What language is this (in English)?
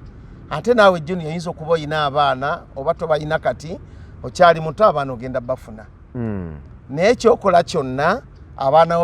Ganda